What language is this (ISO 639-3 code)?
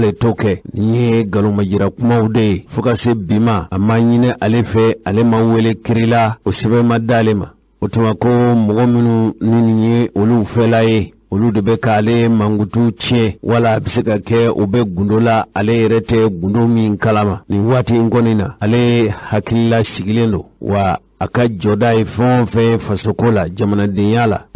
bam